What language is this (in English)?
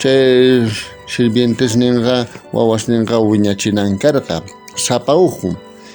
South Bolivian Quechua